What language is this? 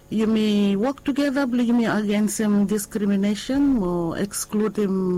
Bislama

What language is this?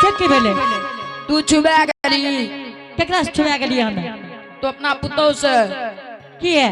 Angika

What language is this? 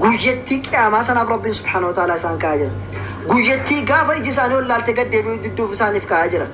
Oromo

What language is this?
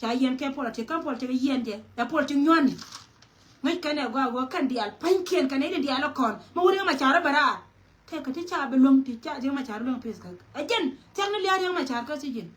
Nuer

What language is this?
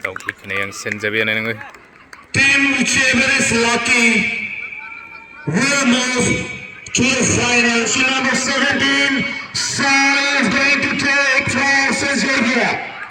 Kok Borok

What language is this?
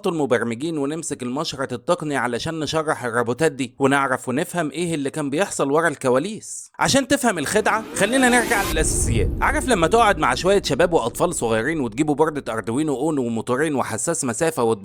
Egyptian Arabic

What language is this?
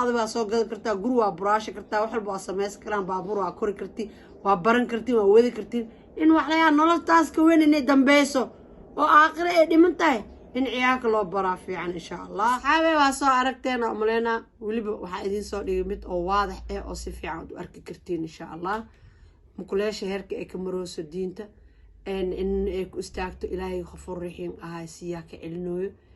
Somali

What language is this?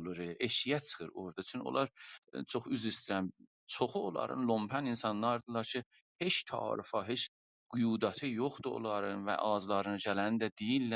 South Azerbaijani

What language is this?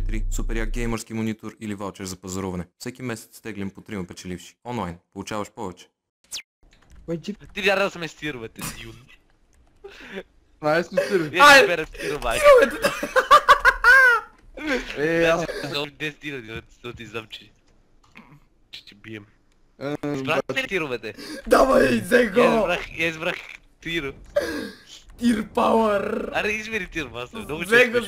Bulgarian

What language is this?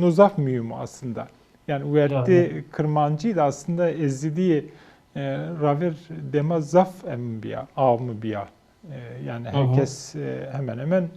Zaza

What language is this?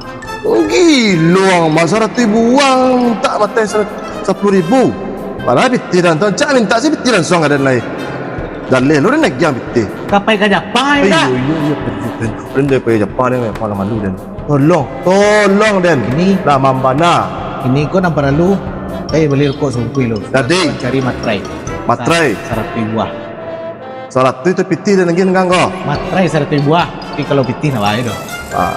Minangkabau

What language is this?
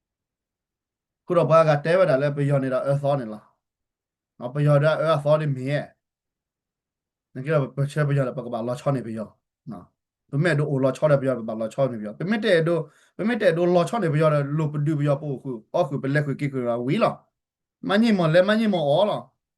S'gaw Karen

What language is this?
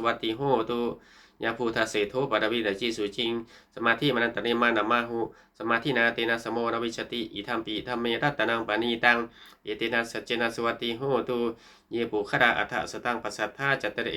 Pali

